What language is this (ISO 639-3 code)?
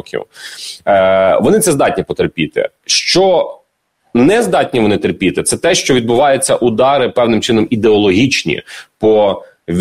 ukr